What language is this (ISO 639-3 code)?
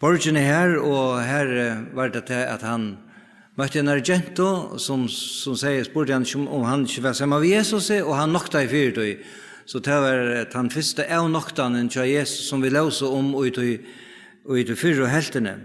fao